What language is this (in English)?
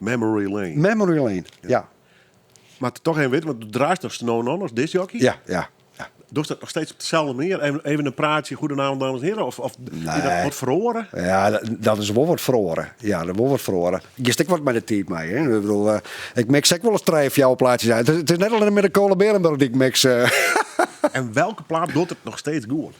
Western Frisian